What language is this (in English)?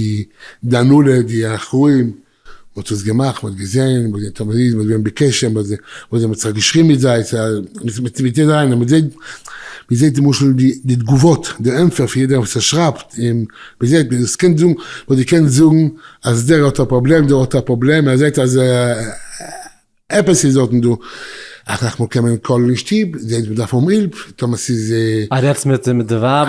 Yiddish